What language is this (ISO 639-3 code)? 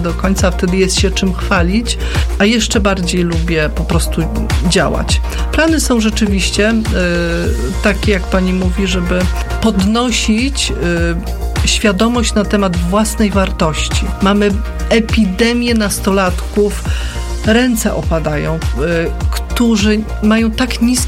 pol